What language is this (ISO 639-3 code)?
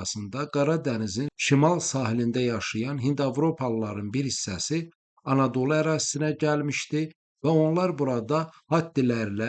aze